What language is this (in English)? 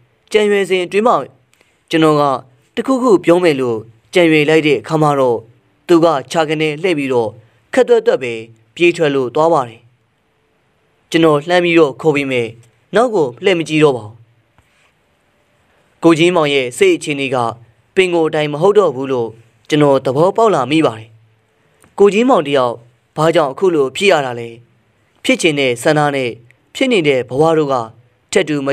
Burmese